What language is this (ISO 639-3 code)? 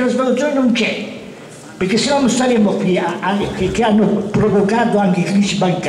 ita